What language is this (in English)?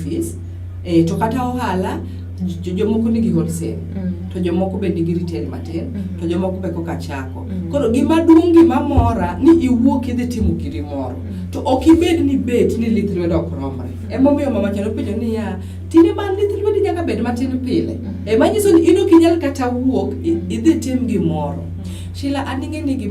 Luo (Kenya and Tanzania)